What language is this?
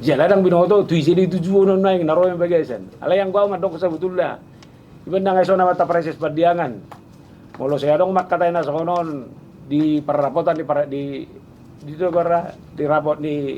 Batak Toba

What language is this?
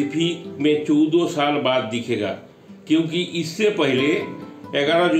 Hindi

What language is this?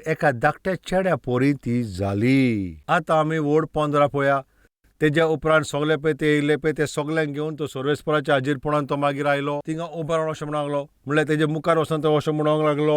Konkani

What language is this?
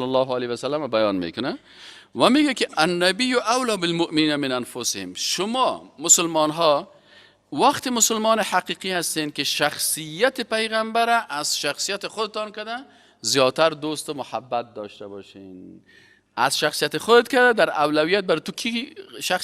Persian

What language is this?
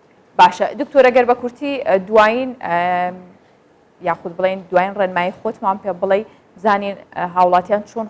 Central Kurdish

